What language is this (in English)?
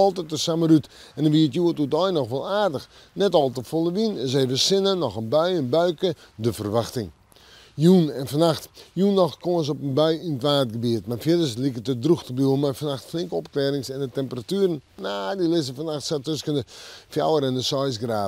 Western Frisian